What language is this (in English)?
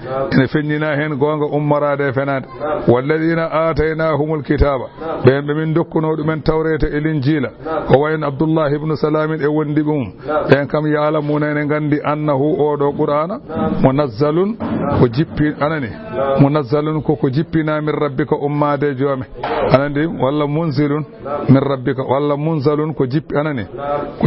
Fula